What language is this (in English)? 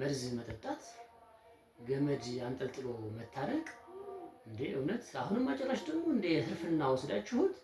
Amharic